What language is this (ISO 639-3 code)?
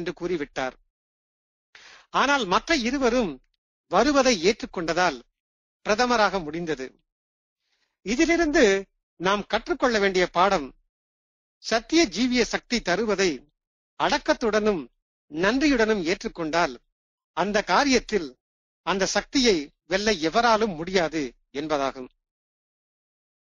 tam